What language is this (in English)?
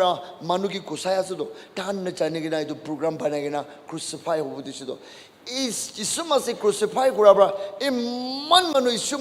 Naga Pidgin